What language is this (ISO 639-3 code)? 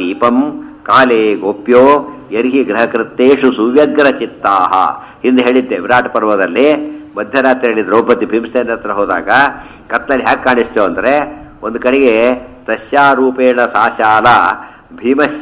kan